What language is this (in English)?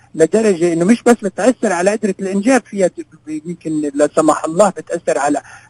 North Levantine Arabic